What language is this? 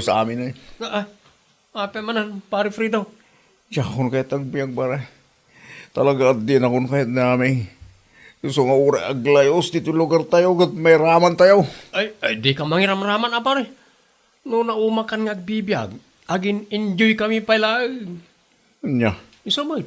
Iloko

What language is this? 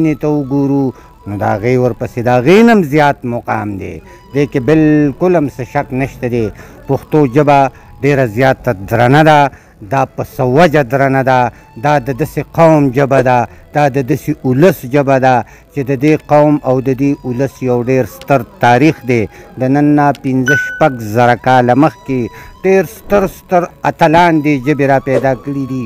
Pashto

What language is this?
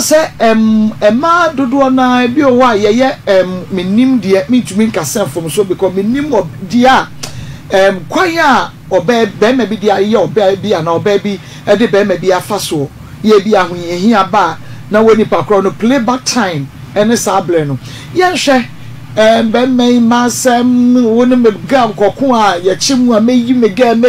Akan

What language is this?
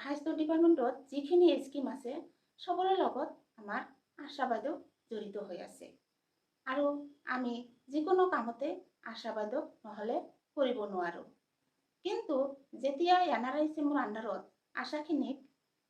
Assamese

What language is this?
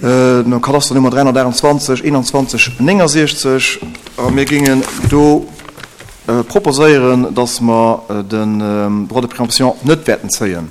Luxembourgish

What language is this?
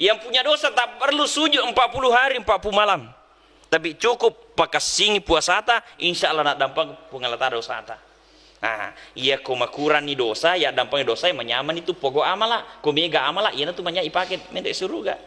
Buginese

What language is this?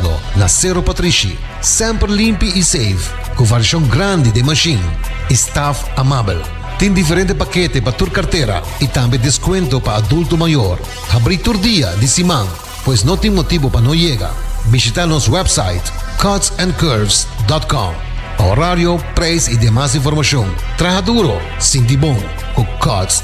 Papiamento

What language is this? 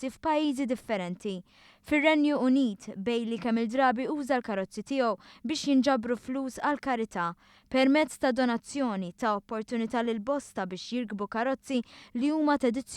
Maltese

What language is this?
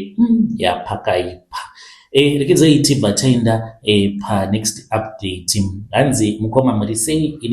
Shona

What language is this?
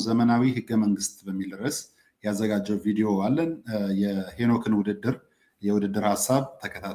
Amharic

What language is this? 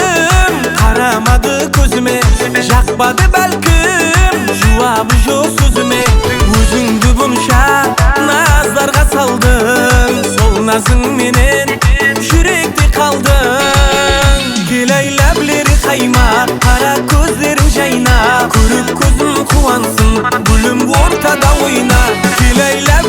Kara-Kalpak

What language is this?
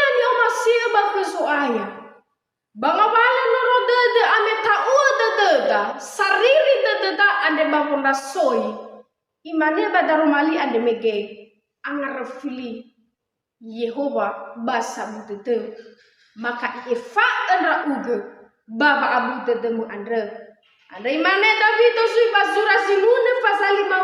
Nias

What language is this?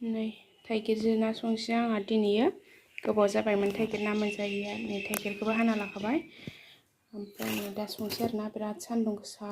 Bodo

